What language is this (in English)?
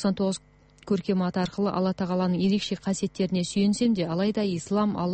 Kazakh